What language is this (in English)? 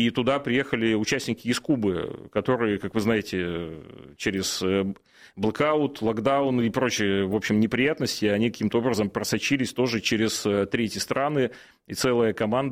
Russian